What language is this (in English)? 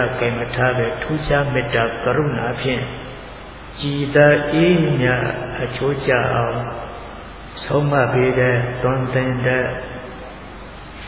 Burmese